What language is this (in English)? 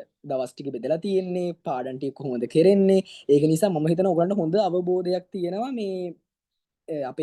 Sinhala